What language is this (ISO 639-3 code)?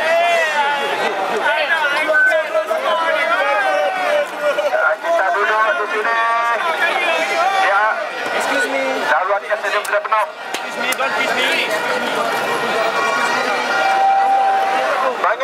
msa